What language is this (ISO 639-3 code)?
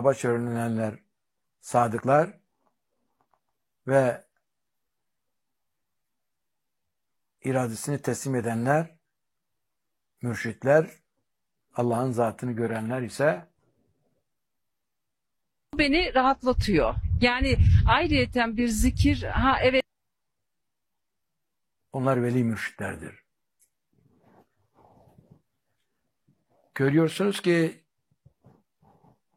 tur